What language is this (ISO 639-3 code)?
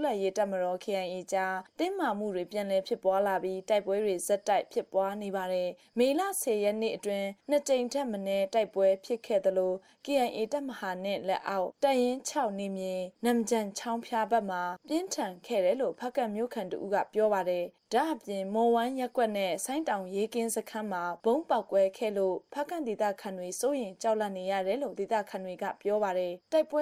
mya